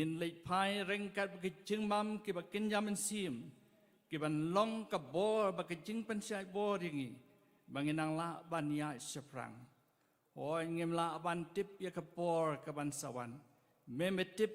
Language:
Khasi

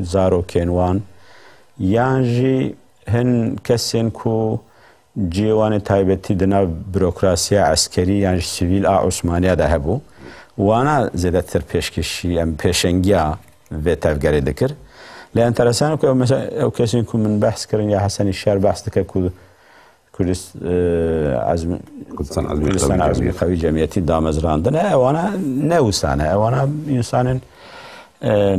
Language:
Kurdish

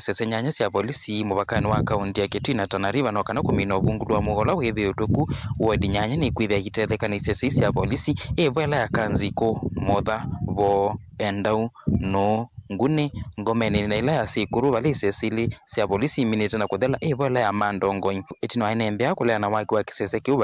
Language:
Kamba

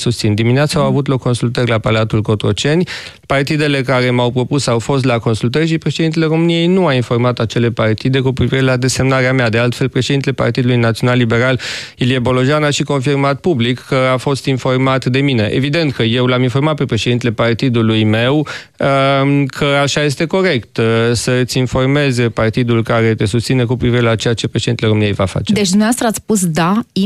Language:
Romanian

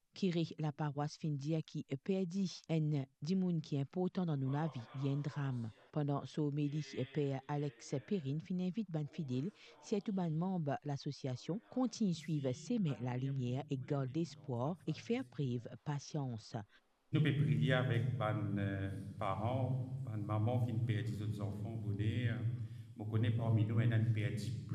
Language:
Morisyen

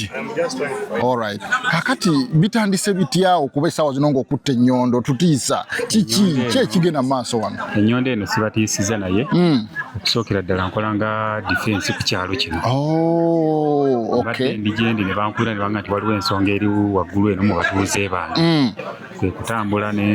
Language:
Ganda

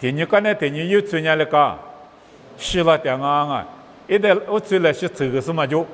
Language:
Lisu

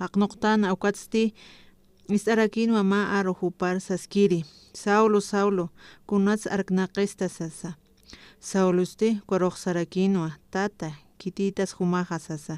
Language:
Aymara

